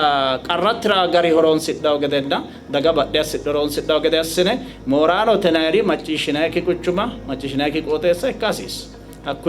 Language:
Sidamo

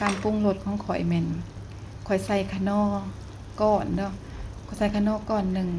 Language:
Lao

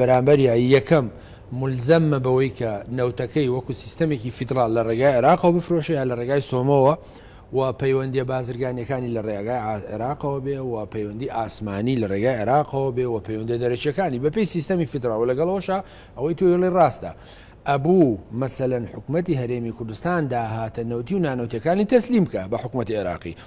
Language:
Central Kurdish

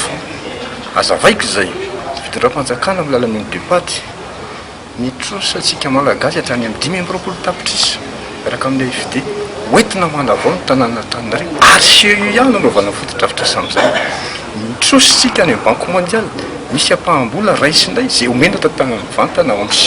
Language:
Malagasy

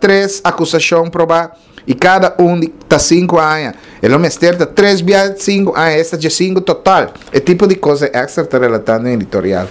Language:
Papiamento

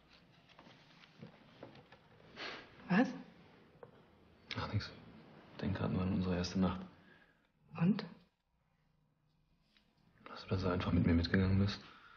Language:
German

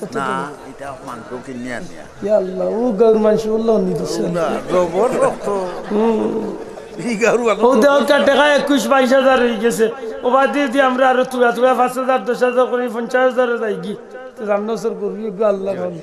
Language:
Sylheti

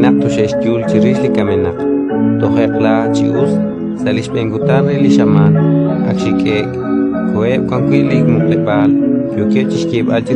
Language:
Kekchí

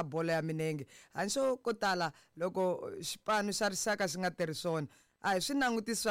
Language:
Tsonga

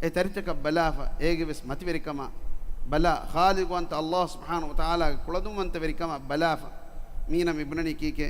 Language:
Divehi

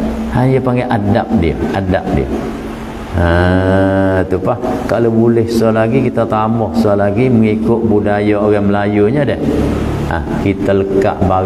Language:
Malay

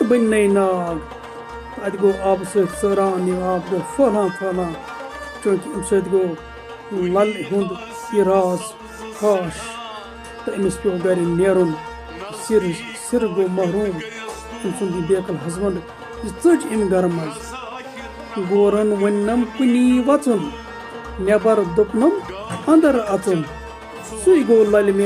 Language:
Kashmiri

